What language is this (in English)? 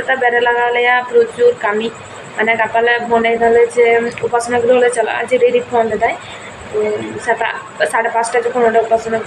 Santali